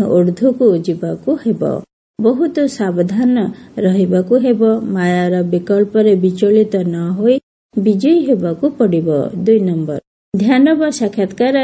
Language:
Odia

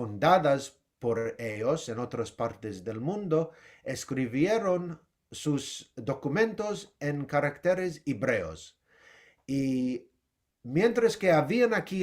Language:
Ladino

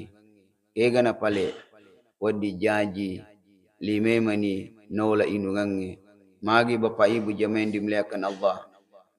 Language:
Buginese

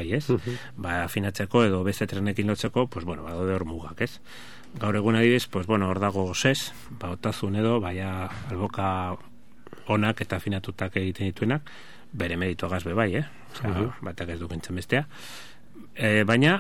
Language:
Basque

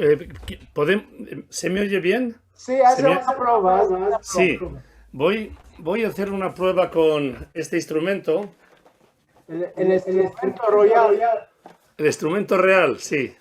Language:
Ladino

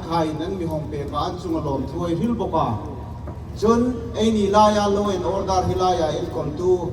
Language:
Hmar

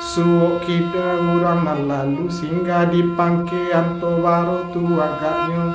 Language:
Minangkabau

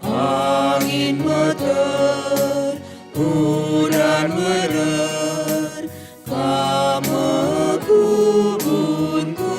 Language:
Batak Karo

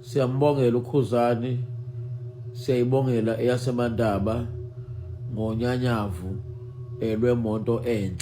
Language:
Zulu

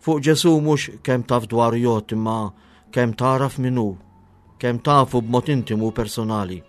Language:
Maltese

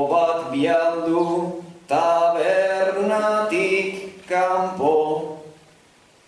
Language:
Basque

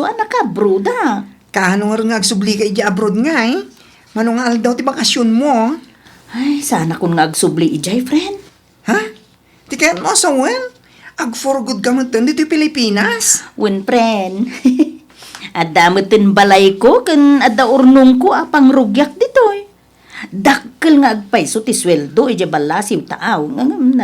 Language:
Iloko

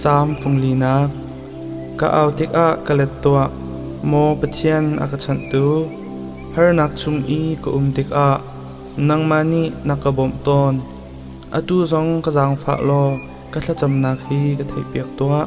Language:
Hakha Chin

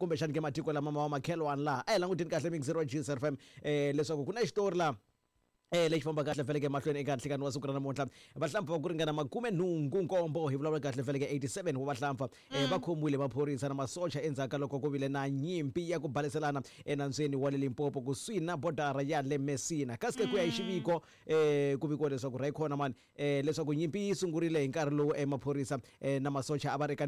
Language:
Tsonga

